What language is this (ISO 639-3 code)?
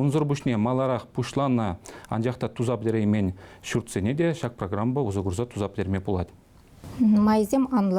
chv